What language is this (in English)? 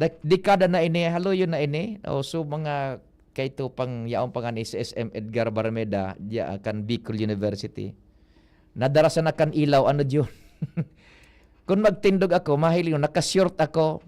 Bikol